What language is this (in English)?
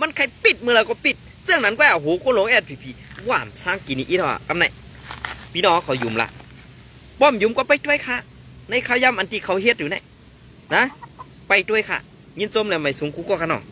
Shan